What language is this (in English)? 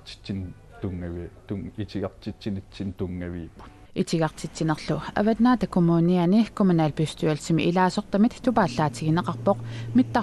Kalaallisut